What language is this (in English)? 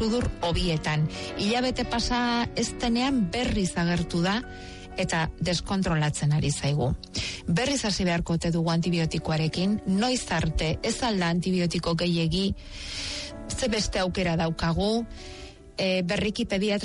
Basque